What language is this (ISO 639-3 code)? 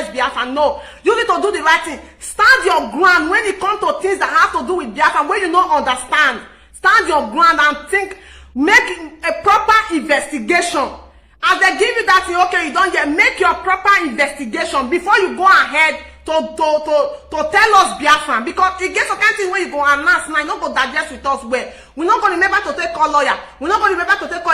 pcm